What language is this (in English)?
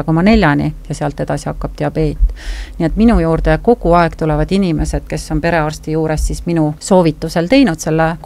Estonian